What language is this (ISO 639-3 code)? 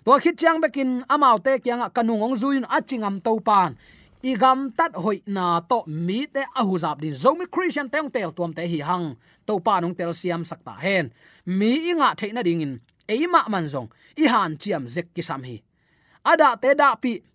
ctd